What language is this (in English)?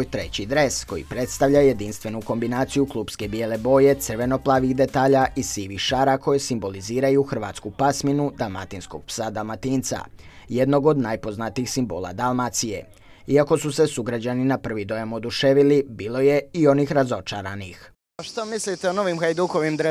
Croatian